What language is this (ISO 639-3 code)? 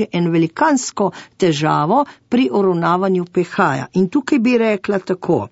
slv